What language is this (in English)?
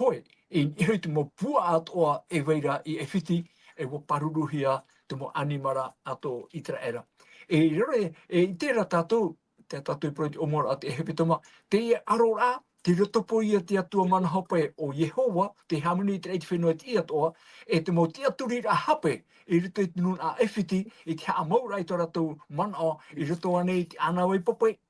Tahitian